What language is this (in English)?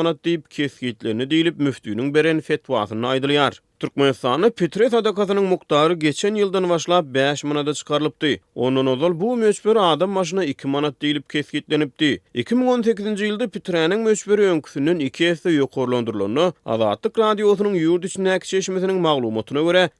Turkmen